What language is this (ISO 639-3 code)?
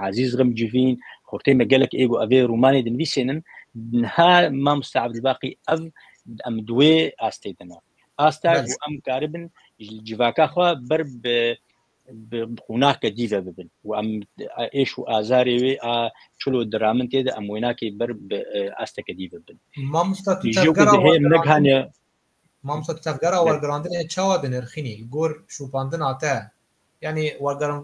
kur